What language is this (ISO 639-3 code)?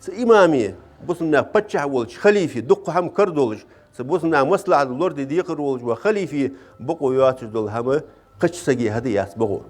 inh